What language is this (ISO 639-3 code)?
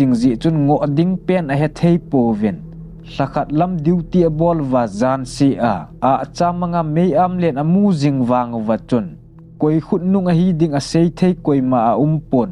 tcz